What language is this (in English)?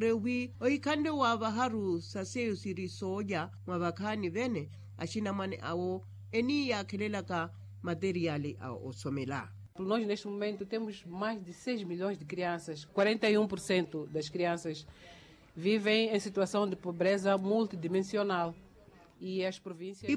Makhuwa